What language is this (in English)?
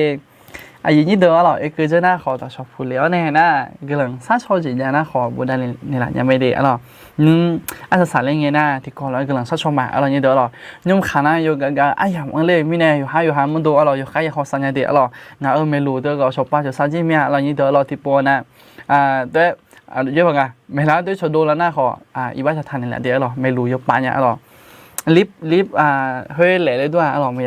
Akha